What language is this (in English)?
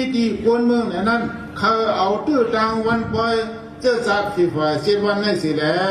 Shan